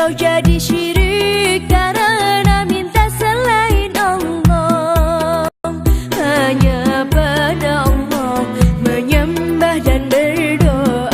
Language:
Banjar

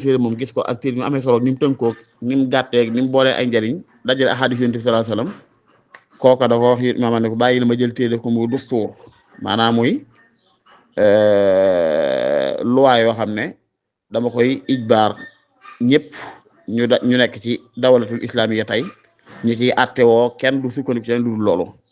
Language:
Wolof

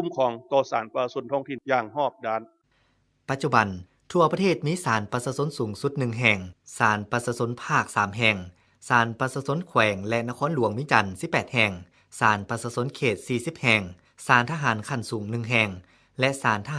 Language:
Lao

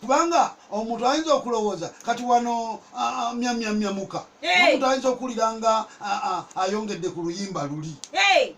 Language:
Ganda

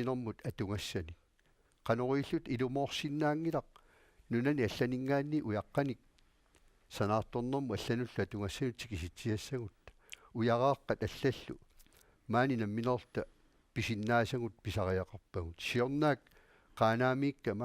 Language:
Kalaallisut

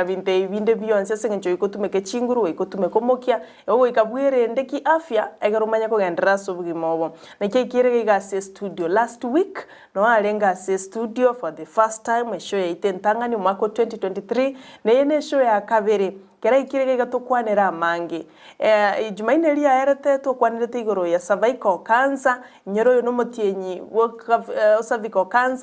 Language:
Gusii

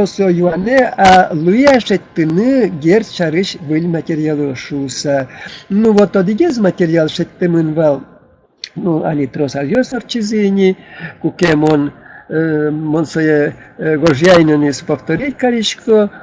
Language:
Udmurt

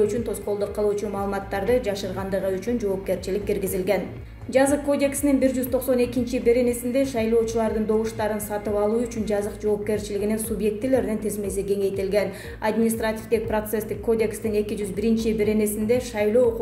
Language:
Kyrgyz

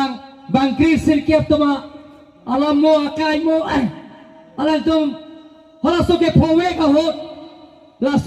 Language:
Karbi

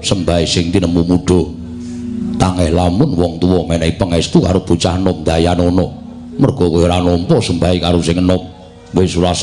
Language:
Javanese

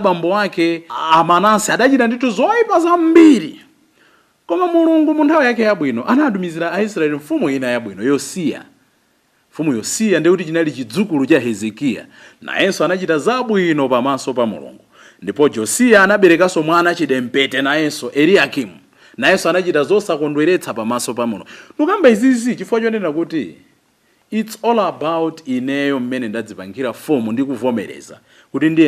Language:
Nyanja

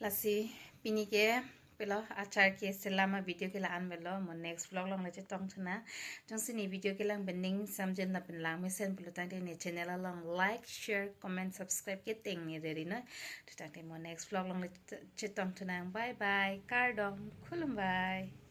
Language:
Karbi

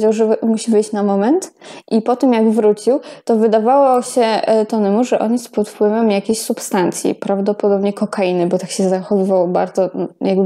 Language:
Polish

